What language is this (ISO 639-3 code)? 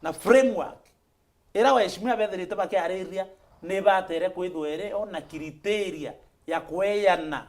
mer